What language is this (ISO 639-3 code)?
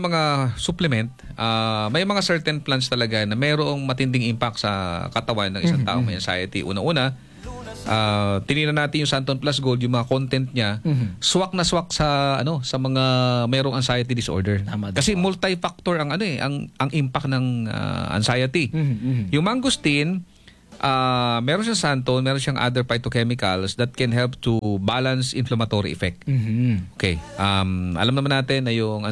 fil